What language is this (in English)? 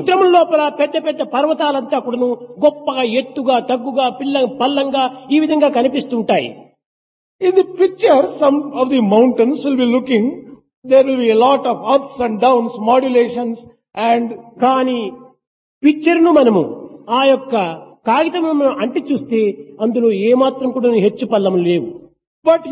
Telugu